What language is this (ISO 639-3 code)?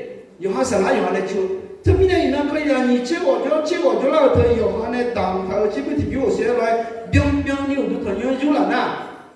ahk